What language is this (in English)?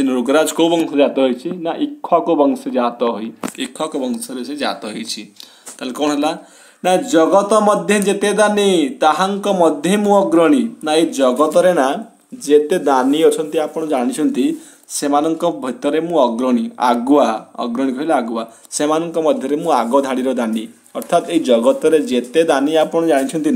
Odia